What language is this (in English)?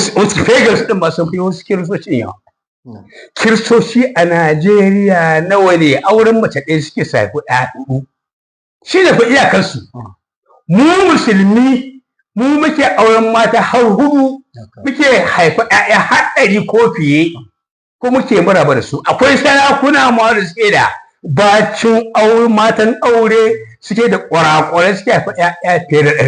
Hausa